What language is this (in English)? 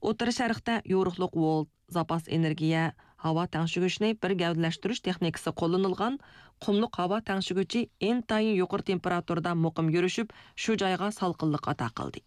Uyghur